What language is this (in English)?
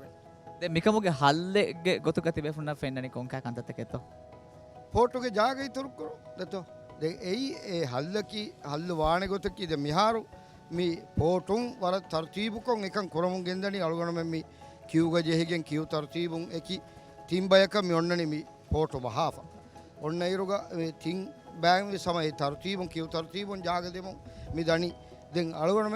Divehi